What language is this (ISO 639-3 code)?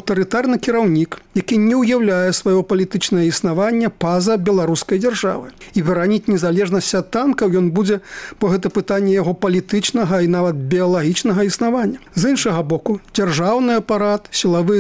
bel